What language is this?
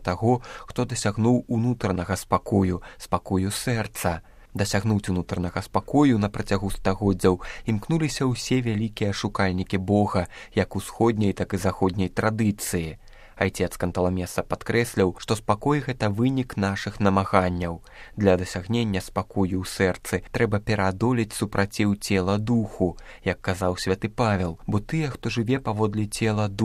Belarusian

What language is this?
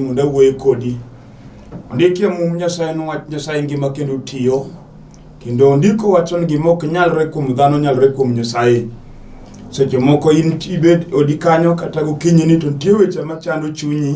Luo (Kenya and Tanzania)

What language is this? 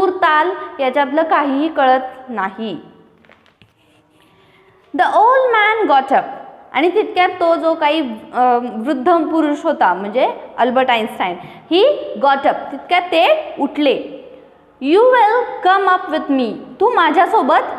Marathi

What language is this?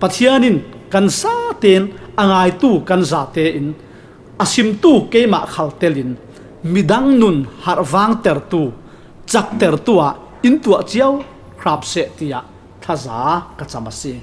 Falam Chin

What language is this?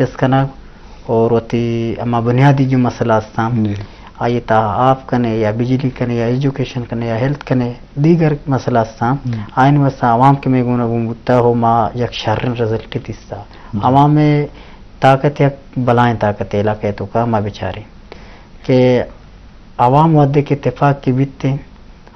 Eastern Balochi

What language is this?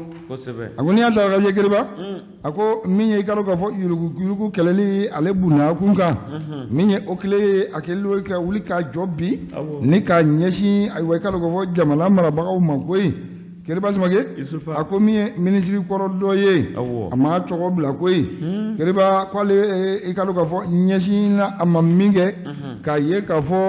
Bambara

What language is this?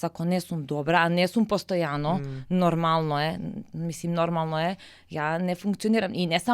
Macedonian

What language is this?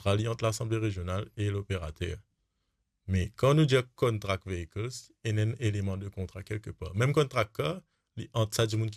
Morisyen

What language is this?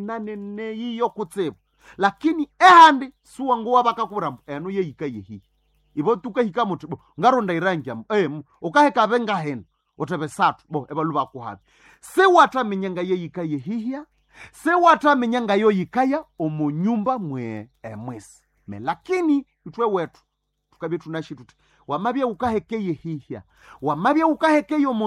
Nande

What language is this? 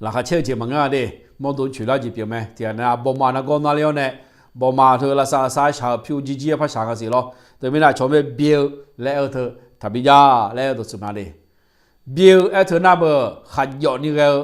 Akha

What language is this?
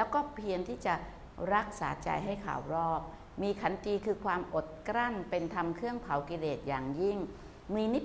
Thai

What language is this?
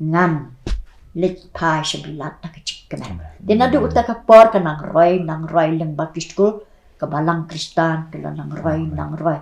Khasi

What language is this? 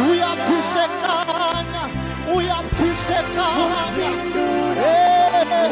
Venda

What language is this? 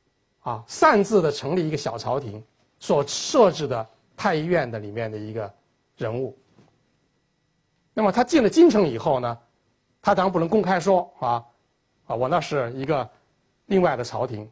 Chinese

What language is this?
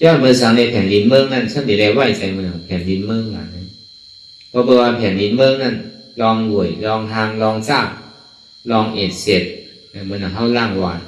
Shan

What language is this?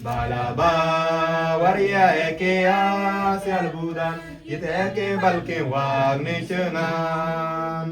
Mabaan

